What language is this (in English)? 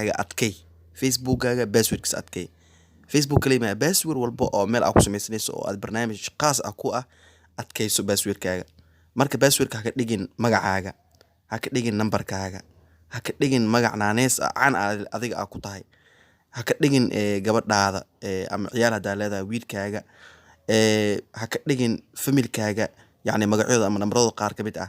Somali